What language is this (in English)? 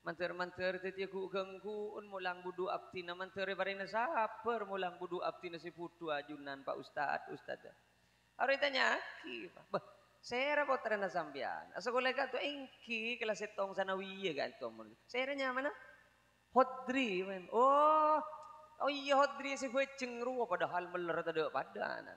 Madurese